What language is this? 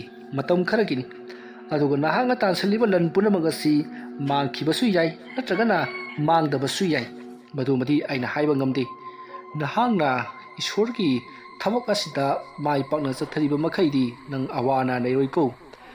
Manipuri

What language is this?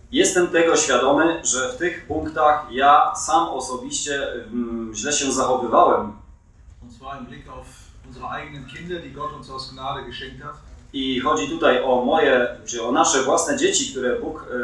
Polish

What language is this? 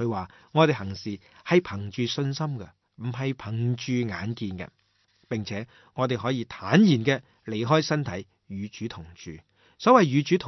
Cantonese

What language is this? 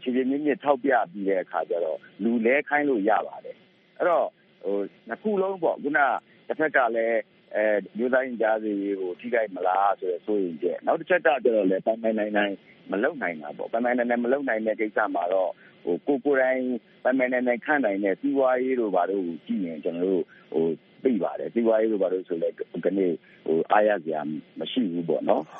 Burmese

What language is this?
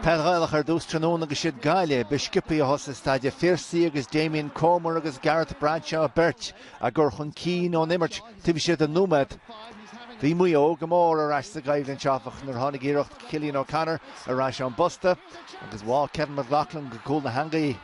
Irish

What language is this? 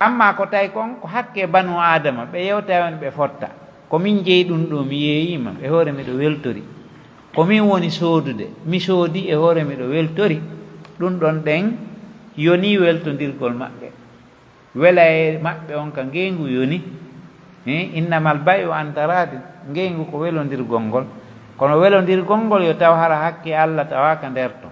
Pular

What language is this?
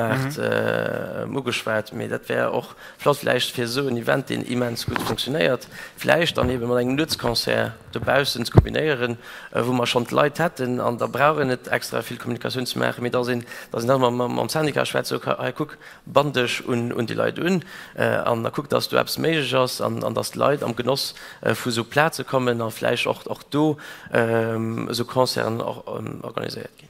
Luxembourgish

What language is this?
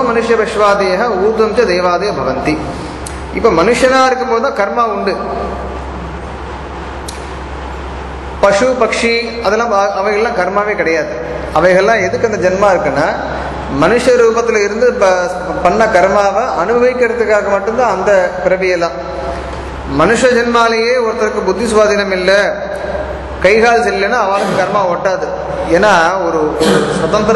Tamil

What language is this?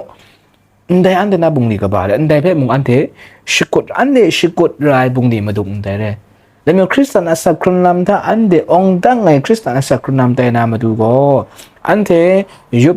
Kachin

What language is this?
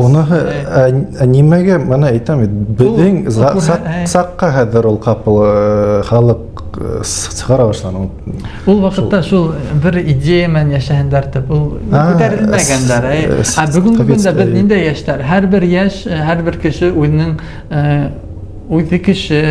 Bashkir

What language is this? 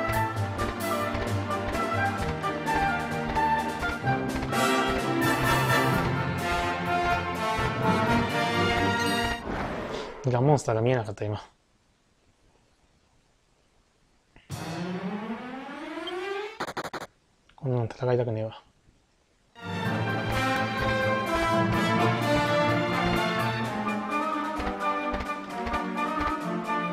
Japanese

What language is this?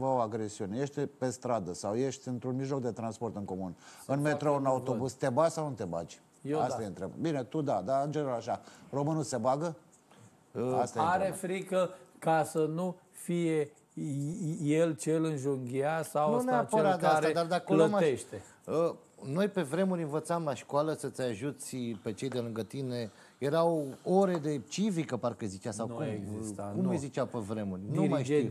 Romanian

